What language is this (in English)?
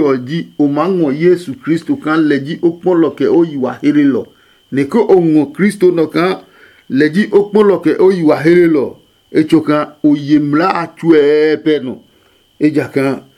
Adangme